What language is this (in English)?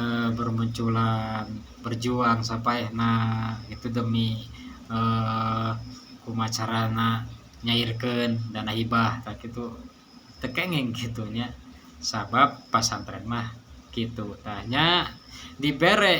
Sundanese